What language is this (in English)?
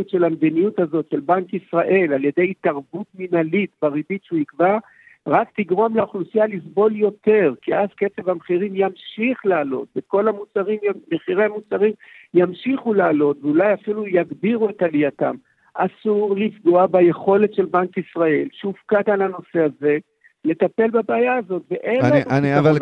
Hebrew